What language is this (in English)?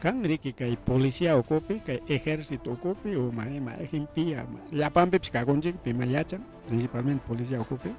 Ayacucho Quechua